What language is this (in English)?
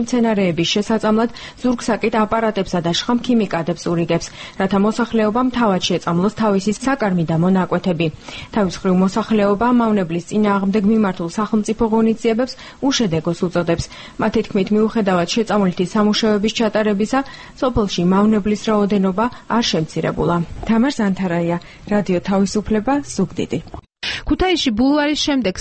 Georgian